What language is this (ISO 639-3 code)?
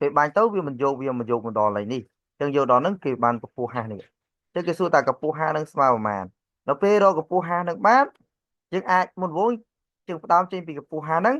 khm